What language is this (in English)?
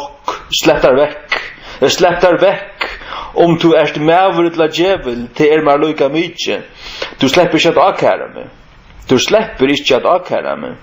Faroese